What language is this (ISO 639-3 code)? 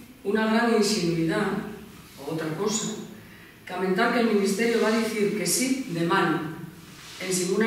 ast